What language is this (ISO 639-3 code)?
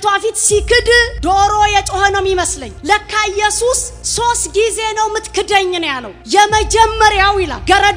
amh